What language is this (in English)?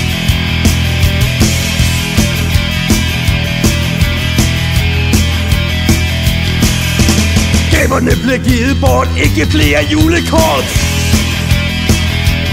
Danish